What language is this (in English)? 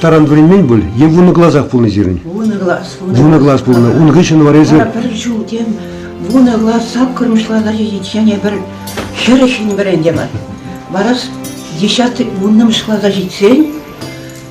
Chuvash